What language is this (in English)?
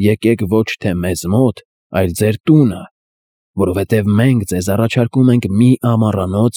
Armenian